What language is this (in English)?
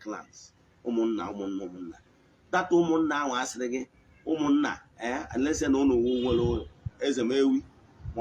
Igbo